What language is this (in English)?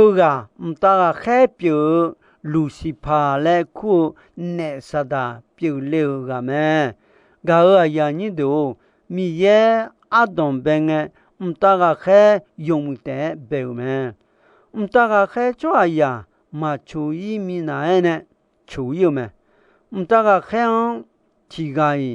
Akha